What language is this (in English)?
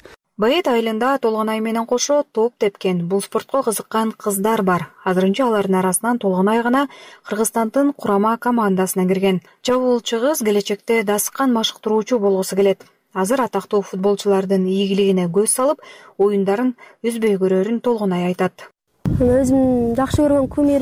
Kyrgyz